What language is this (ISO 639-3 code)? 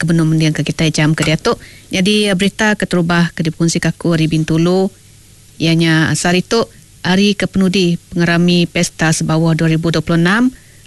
iba